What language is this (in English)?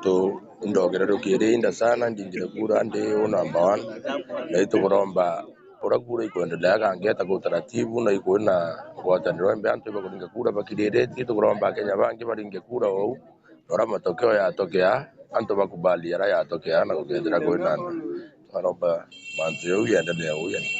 Meru